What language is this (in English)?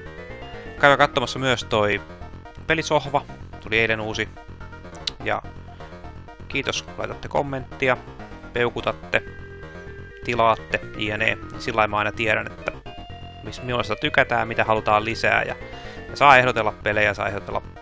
Finnish